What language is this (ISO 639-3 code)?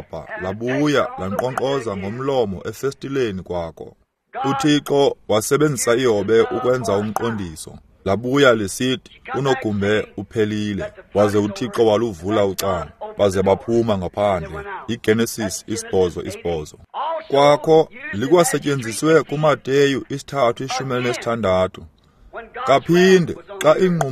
xho